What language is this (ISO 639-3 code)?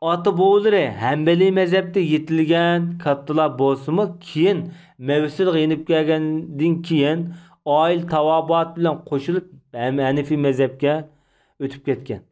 uig